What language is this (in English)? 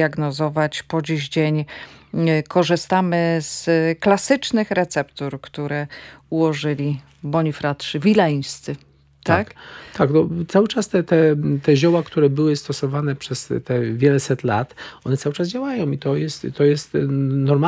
Polish